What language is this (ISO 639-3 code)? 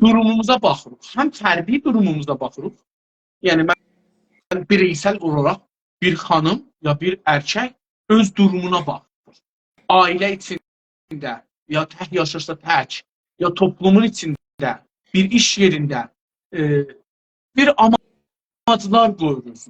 azb